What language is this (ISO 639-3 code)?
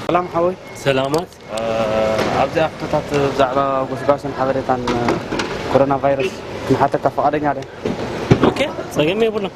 tir